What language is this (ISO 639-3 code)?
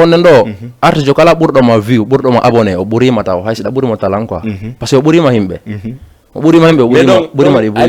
ful